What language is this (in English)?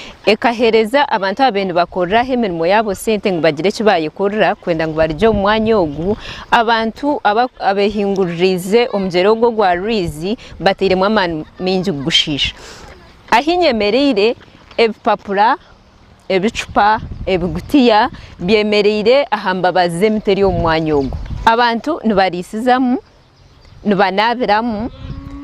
Nyankole